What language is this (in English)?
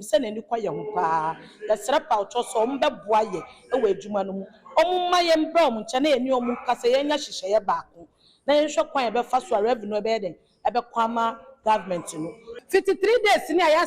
Akan